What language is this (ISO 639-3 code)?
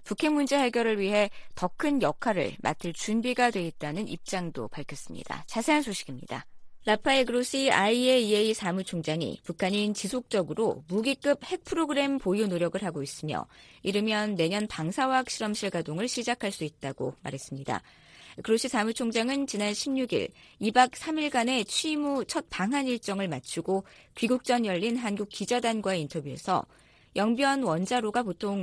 kor